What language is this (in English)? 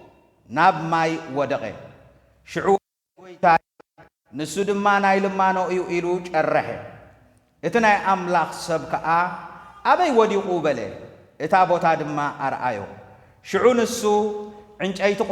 Tigrinya